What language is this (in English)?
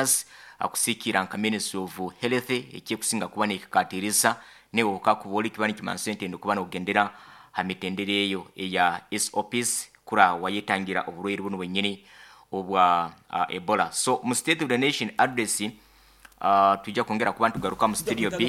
Nyoro